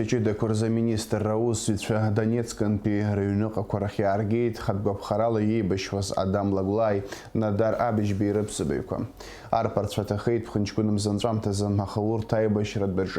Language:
Abkhazian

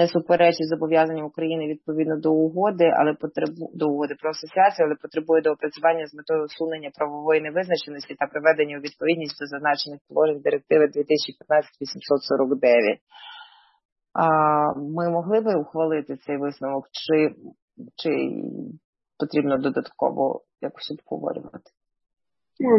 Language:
Ukrainian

